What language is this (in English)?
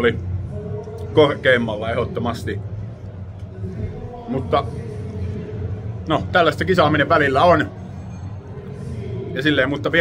Finnish